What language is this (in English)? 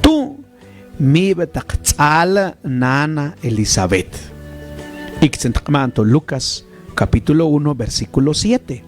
Mam